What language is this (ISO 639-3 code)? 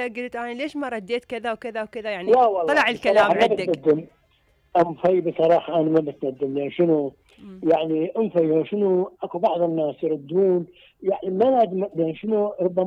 acm